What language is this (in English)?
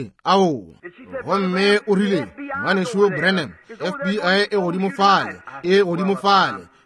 Northern Sotho